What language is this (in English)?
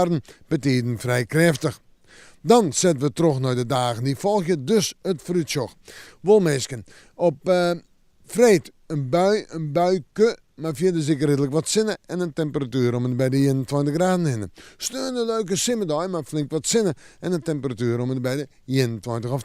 Western Frisian